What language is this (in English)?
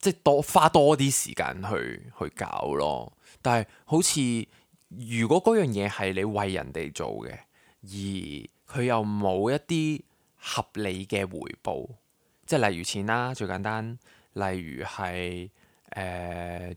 Cantonese